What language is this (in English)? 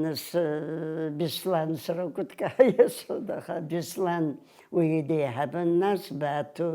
Abkhazian